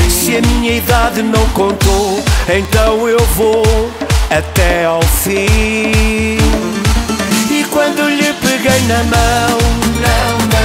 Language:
Portuguese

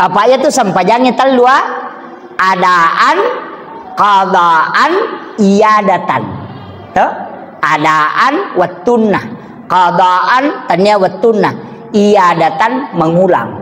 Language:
Buginese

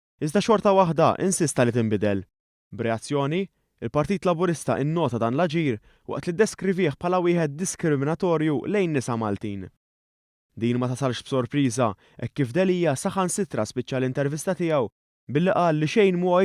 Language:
Maltese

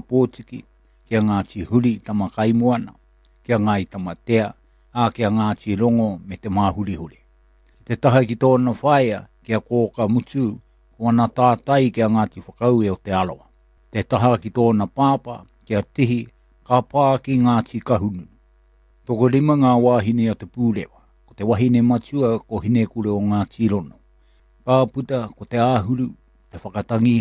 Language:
Māori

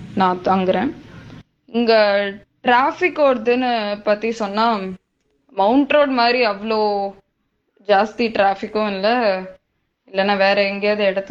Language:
Tamil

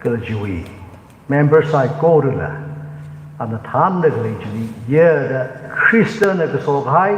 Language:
Tangkhul Naga (India)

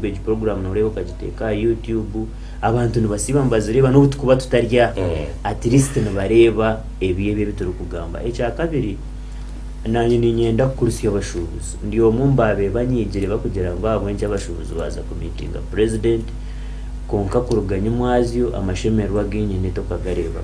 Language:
Nyankole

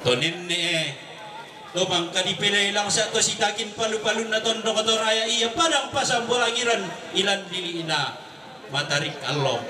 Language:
Toraja-Sa'dan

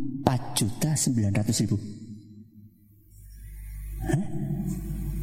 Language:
Indonesian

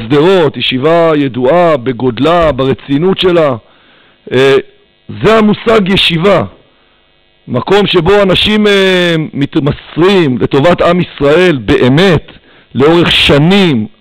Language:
Hebrew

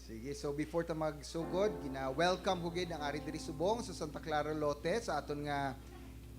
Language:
Hiligaynon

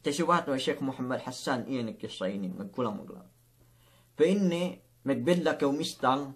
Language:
Yakan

